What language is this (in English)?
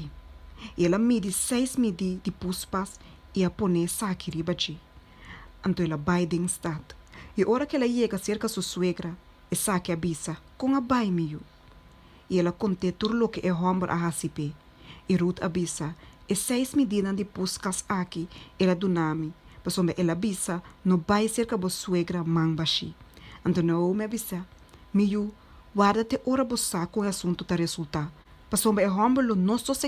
Papiamento